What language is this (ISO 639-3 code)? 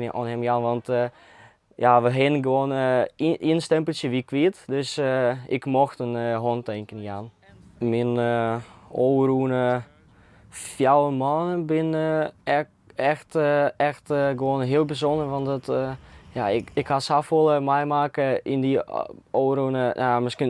fry